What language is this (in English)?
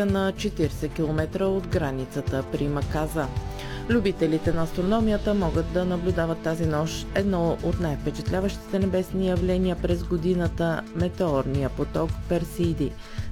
Bulgarian